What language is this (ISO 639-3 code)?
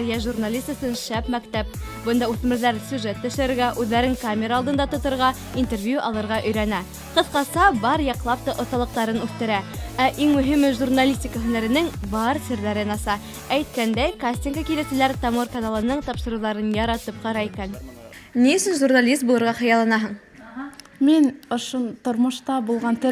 bak